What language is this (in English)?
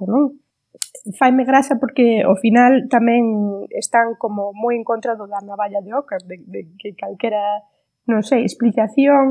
Galician